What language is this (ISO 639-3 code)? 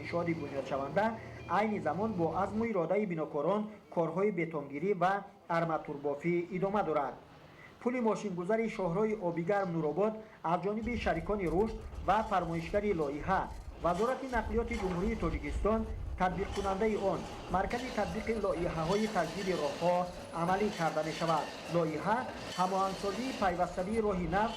tgk